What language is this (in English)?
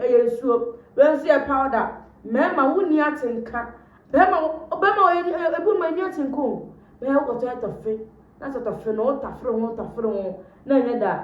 Akan